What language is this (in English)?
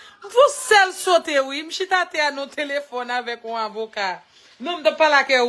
Haitian Creole